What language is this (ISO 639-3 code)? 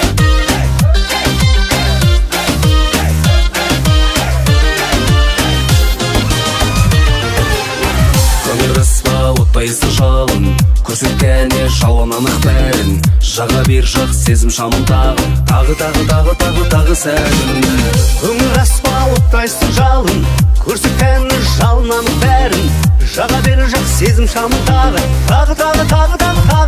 kaz